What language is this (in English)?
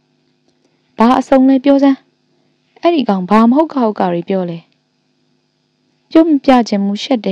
Burmese